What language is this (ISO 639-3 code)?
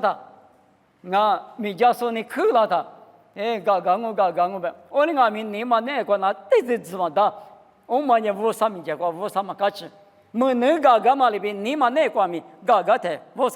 lis